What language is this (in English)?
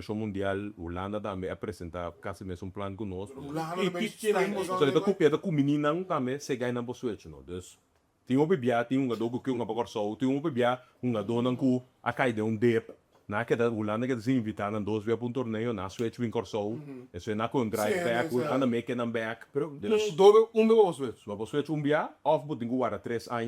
Papiamento